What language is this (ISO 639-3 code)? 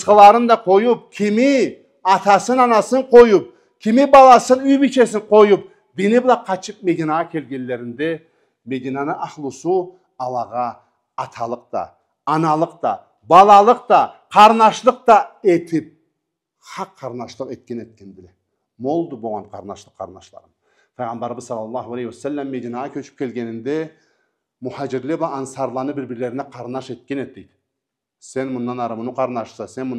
krc